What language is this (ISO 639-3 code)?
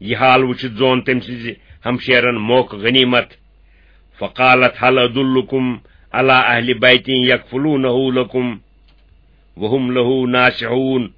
kas